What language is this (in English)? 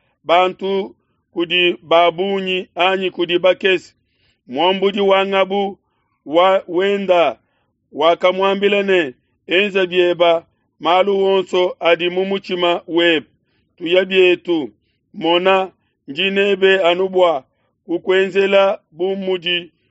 Luba-Lulua